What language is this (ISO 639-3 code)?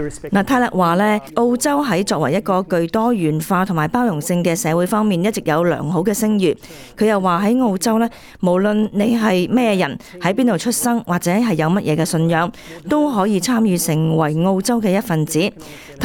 yue